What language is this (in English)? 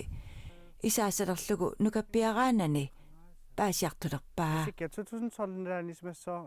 Kalaallisut